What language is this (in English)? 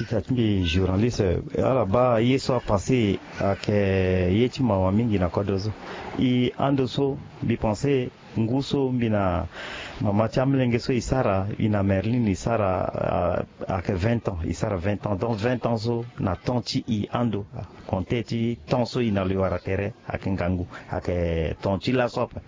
Sango